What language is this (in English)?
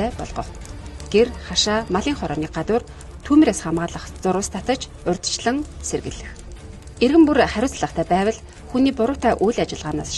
Mongolian